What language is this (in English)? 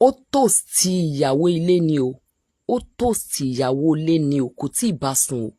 Yoruba